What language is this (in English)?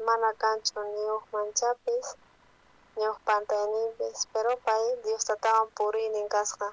South Bolivian Quechua